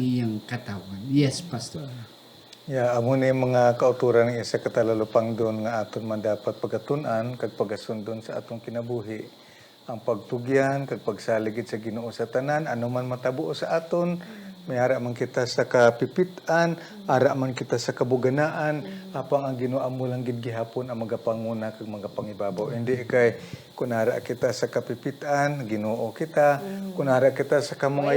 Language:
Hiligaynon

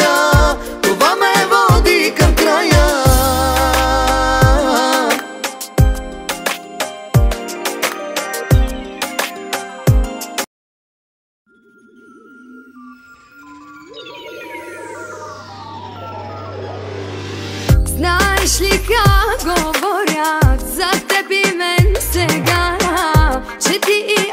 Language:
Bulgarian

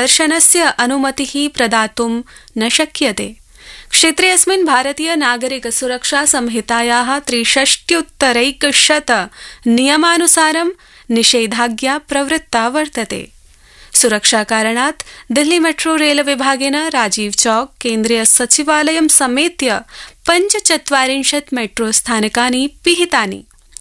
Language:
Sanskrit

